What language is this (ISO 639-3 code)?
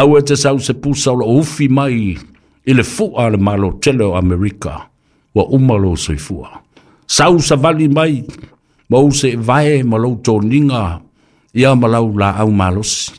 smo